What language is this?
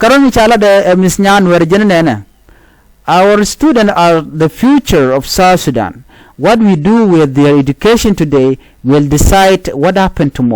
Nuer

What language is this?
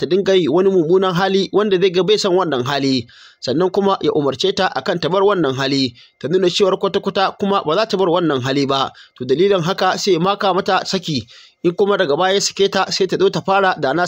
Hausa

